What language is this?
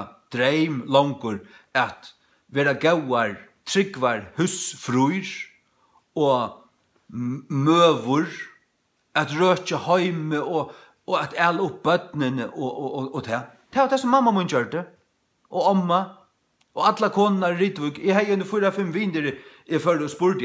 Faroese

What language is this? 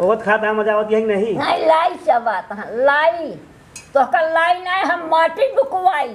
Awadhi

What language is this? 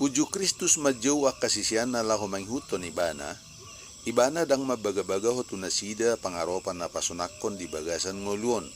Batak Toba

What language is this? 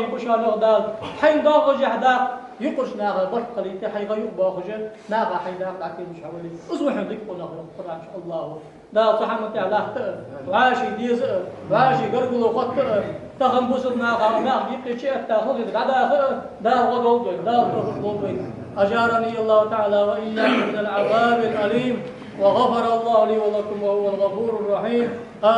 Ingush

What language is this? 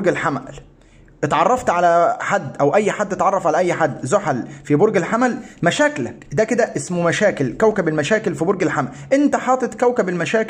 Egyptian Arabic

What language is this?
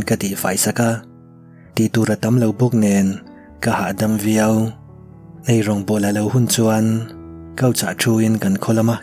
Mizo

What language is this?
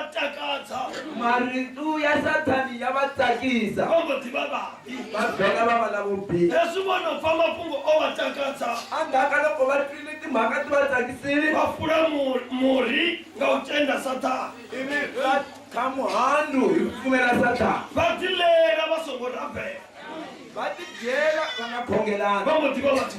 Tsonga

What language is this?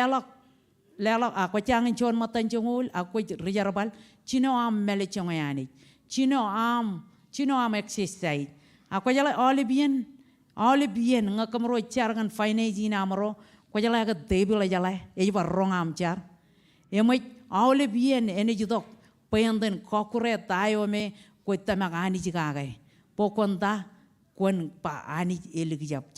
Marshallese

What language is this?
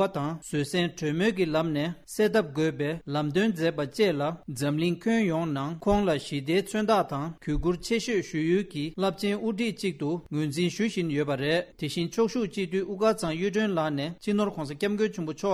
Tibetan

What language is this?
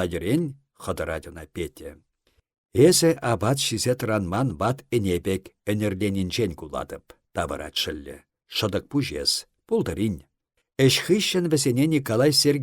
Chuvash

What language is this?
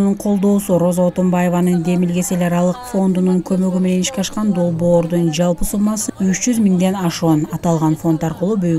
Kyrgyz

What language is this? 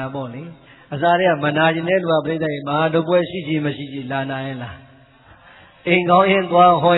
Burmese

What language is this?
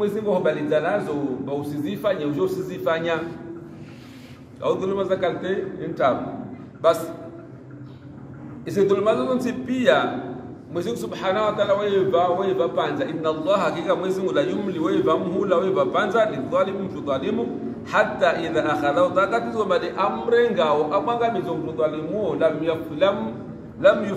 Swahili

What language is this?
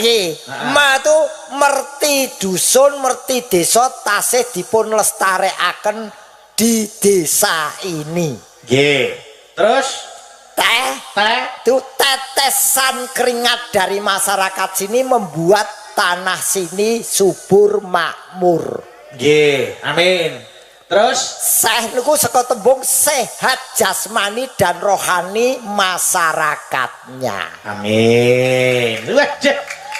Javanese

